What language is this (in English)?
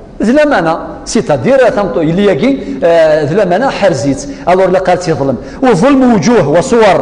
Kabyle